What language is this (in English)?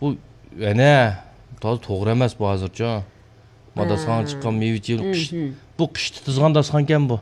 Uyghur